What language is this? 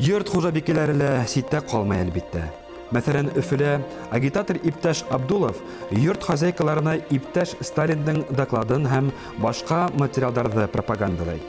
Bashkir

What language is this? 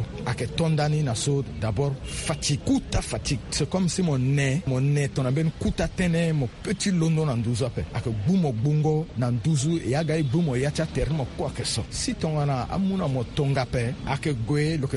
Sango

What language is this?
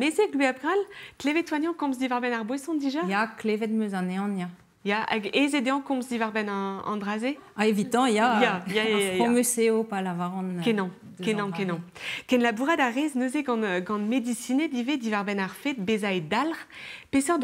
Breton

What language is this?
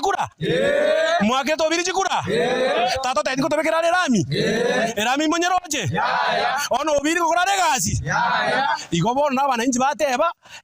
Gusii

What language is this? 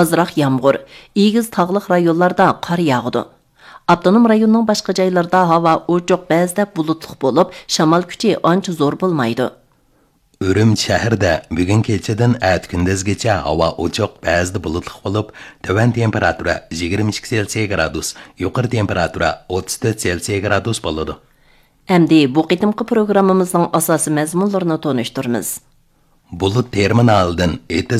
Uyghur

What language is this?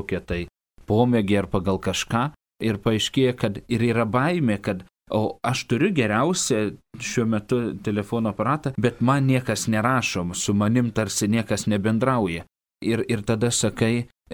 Lithuanian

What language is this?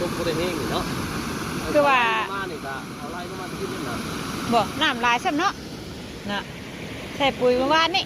Northeastern Thai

